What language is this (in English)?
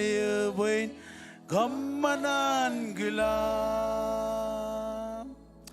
Marshallese